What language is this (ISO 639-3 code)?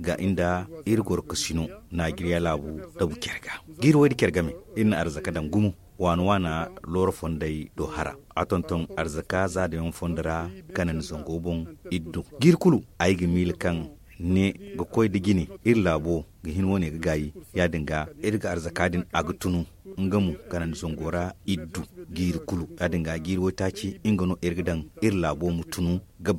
dje